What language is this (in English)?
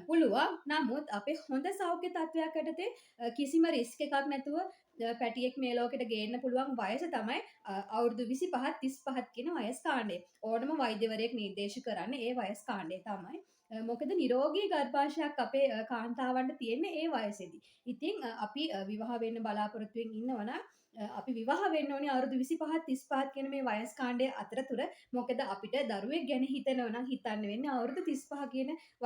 Sinhala